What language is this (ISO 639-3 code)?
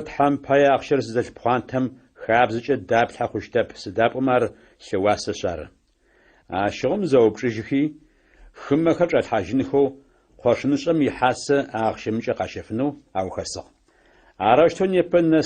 ady